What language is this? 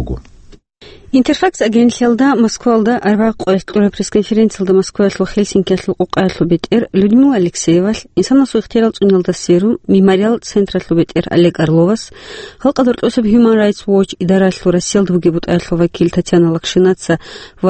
Avaric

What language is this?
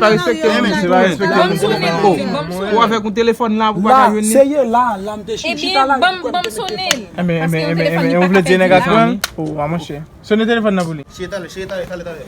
Haitian Creole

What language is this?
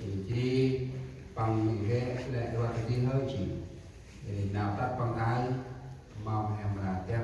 Central Mnong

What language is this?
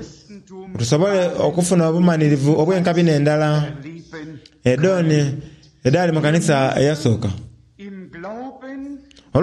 Soga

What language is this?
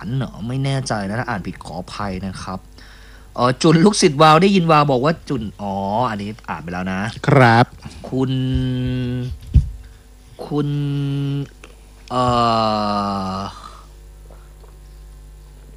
Thai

